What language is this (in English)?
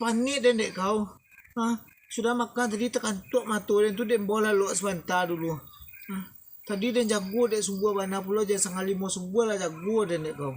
Minangkabau